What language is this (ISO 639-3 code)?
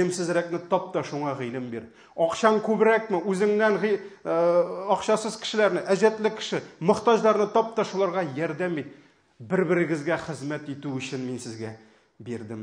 tat